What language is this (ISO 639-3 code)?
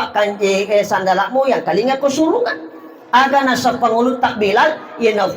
bug